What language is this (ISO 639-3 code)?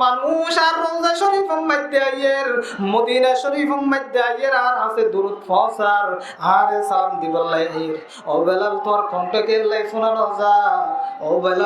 rhg